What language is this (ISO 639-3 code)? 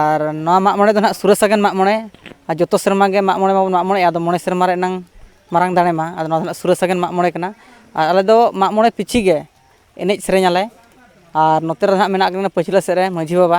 sat